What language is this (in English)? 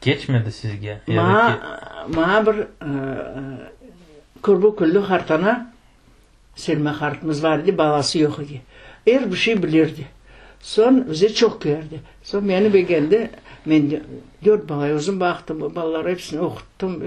Crimean Tatar